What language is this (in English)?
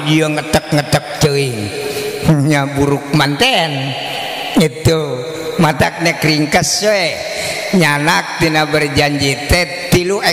Sundanese